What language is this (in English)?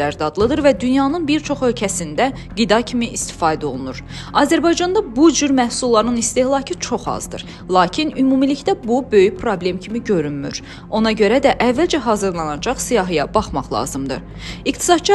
Azerbaijani